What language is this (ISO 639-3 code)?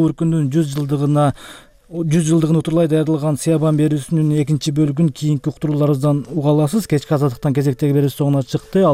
kir